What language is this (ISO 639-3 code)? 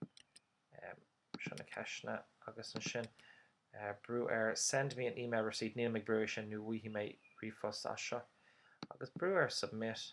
gle